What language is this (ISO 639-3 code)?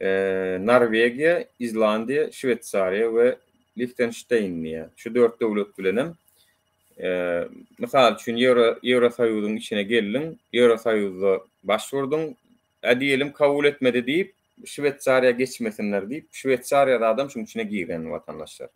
tuk